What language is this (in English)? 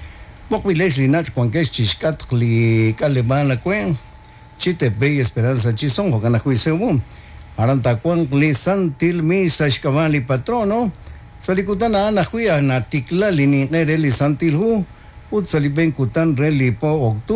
Kekchí